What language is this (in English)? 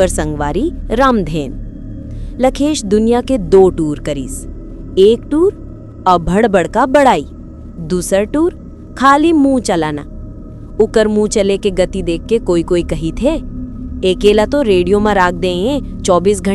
Chhattisgarhi